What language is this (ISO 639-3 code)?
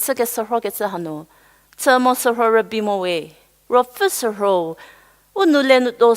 njm